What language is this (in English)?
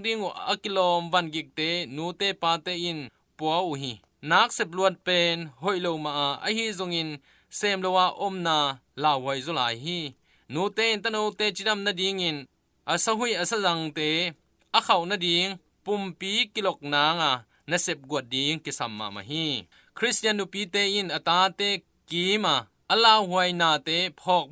Tedim Chin